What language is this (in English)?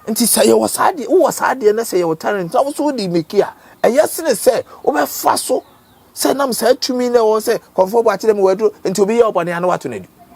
Akan